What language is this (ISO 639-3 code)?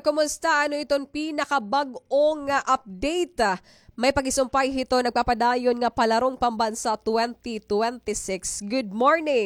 war